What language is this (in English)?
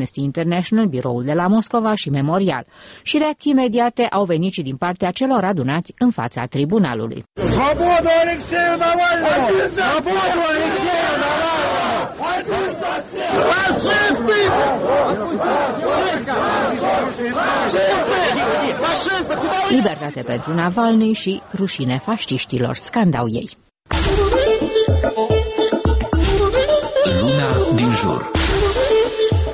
Romanian